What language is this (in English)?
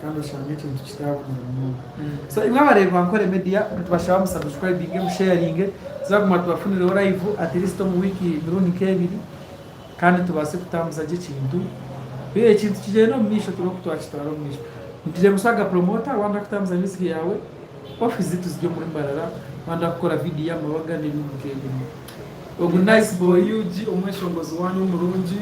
Nyankole